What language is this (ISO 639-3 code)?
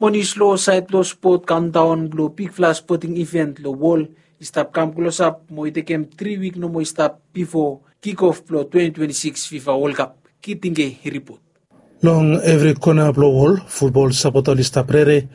bis